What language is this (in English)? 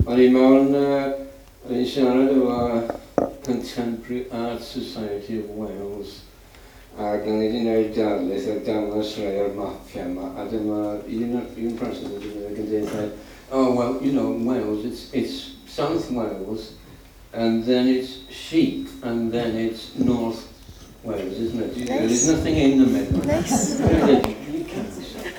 Welsh